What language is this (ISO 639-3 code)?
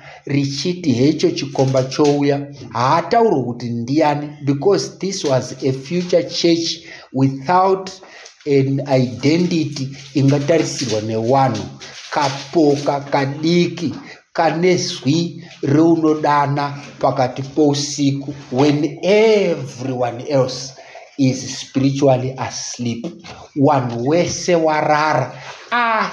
sna